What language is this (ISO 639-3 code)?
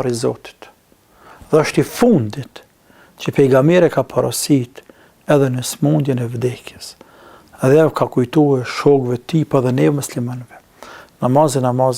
sqi